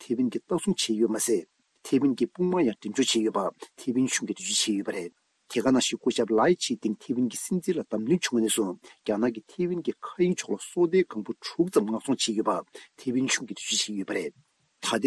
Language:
Tibetan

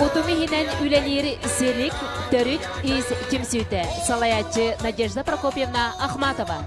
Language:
Yakut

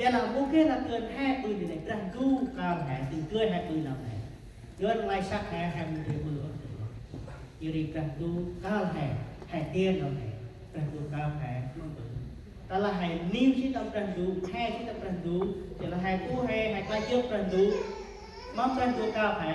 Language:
Central Mnong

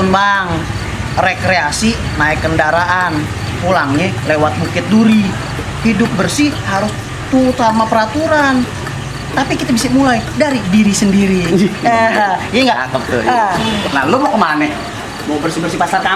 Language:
Betawi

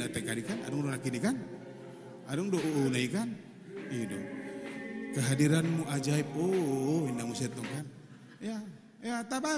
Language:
Batak Toba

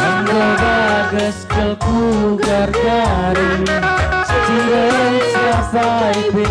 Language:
Batak Karo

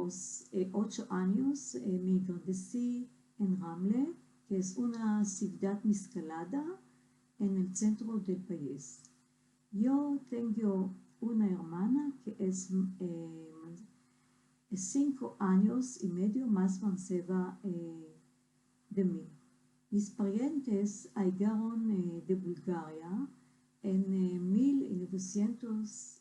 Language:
Ladino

